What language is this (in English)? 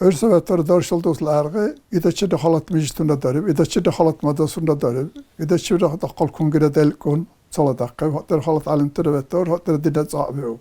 Dargwa